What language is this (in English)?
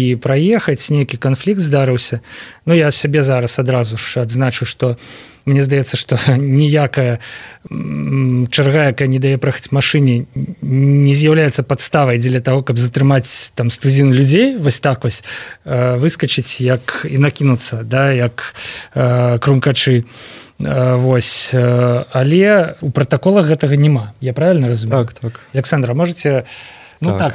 Belarusian